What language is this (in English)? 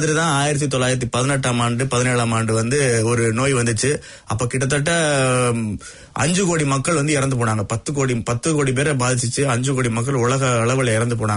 Tamil